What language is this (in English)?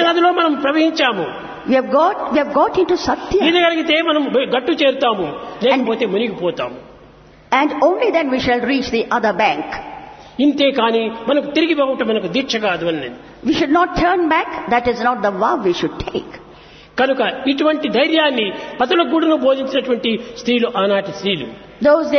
Telugu